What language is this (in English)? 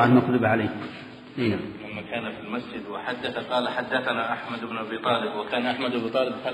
Arabic